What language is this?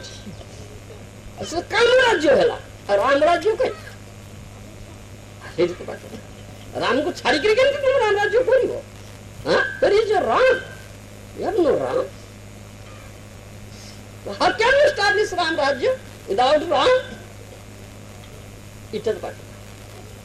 Odia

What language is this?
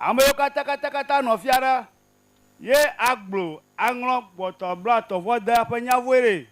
Ewe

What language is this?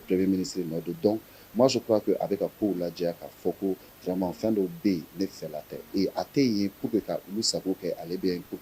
Bambara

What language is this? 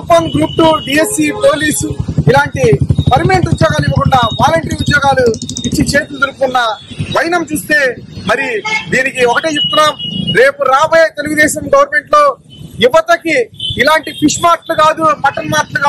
Telugu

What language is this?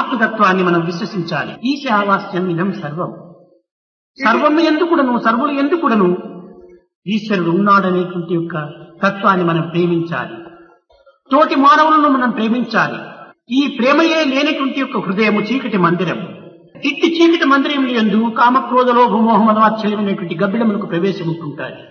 Telugu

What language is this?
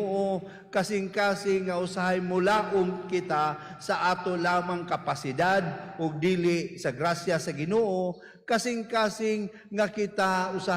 Cebuano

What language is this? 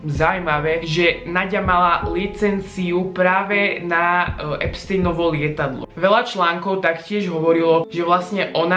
Slovak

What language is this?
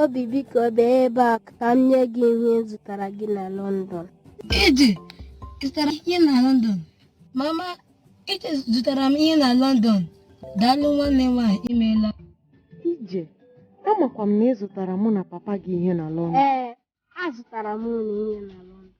Igbo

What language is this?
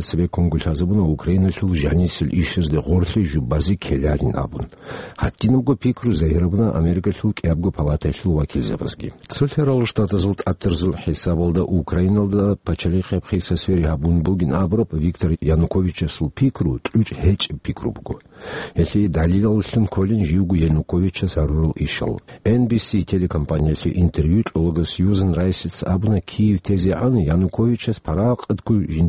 Avaric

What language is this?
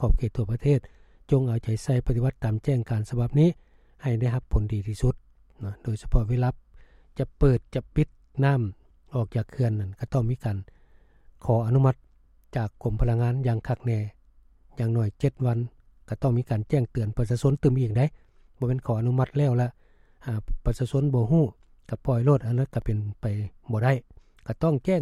Lao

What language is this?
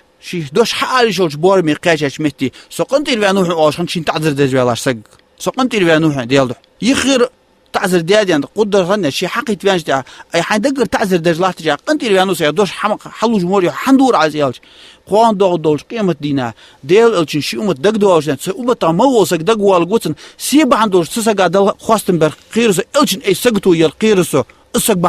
Ingush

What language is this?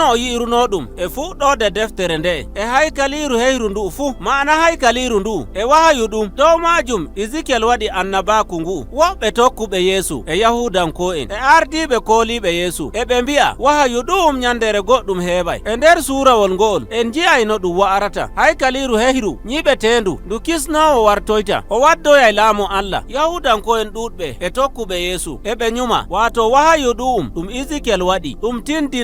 Nigerian Fulfulde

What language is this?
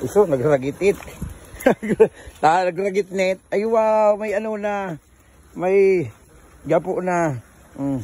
Bikol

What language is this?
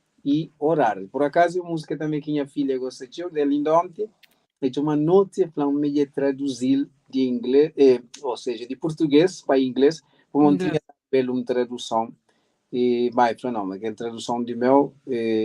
Kabuverdianu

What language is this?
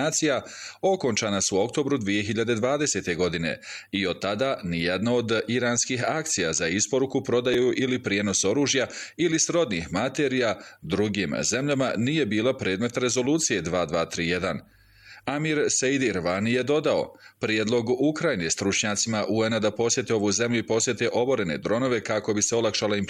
Bosnian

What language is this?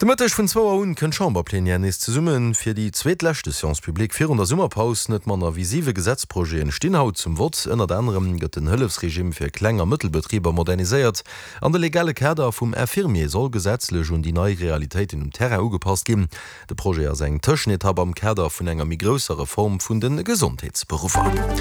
Luxembourgish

